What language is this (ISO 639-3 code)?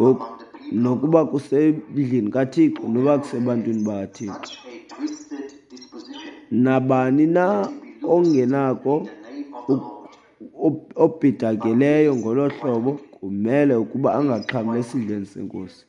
xho